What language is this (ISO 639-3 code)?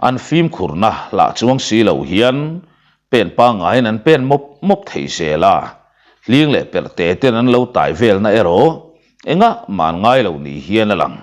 lus